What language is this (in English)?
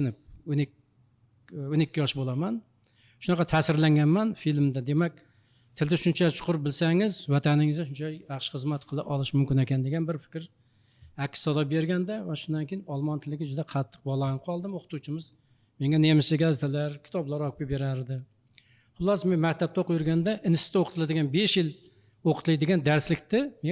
Uzbek